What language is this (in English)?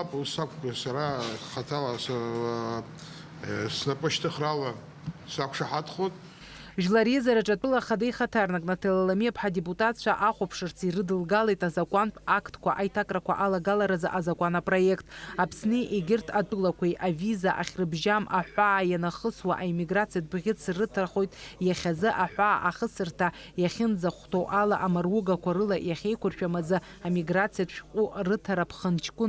Abkhazian